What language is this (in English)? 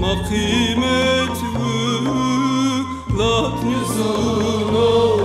Zaza